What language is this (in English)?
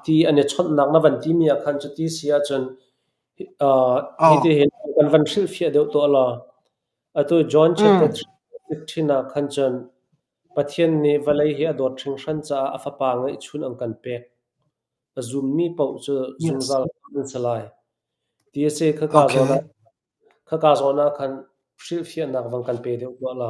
Hakha Chin